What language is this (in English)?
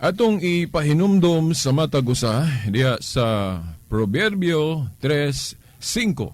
Cebuano